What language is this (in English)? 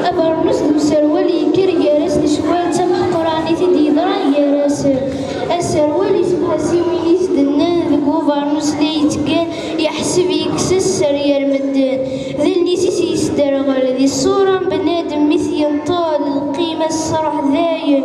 Kabyle